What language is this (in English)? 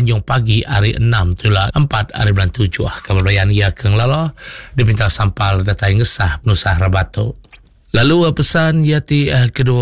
Iban